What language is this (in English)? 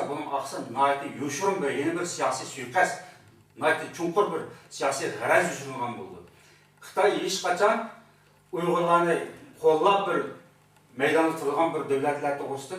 Uyghur